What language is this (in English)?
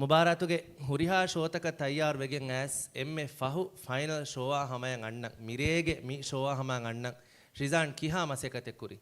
Divehi